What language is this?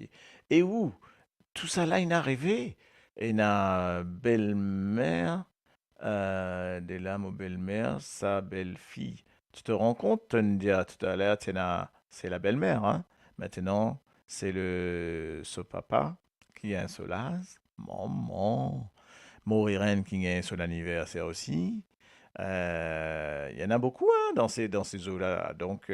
Morisyen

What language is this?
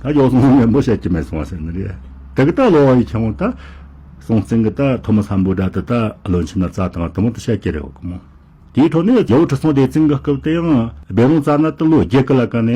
Tibetan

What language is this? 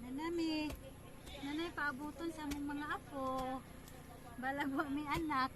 Cebuano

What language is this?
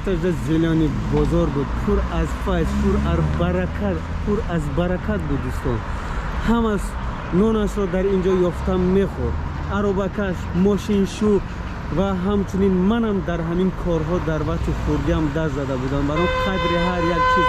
Tajik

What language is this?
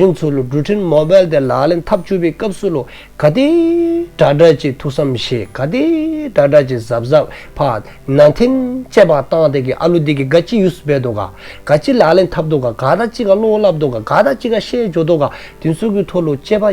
Dzongkha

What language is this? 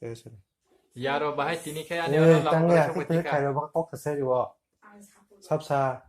Kok Borok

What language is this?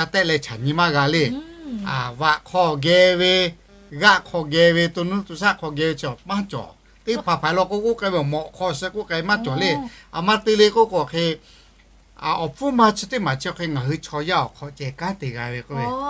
Lahu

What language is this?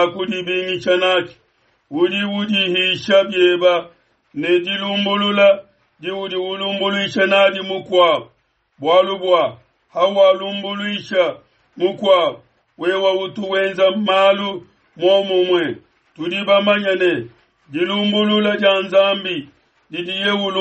Luba-Lulua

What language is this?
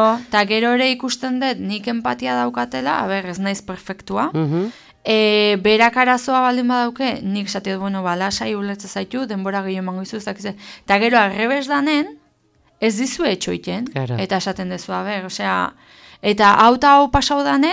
Basque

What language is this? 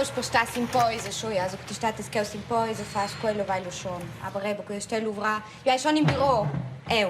Romansh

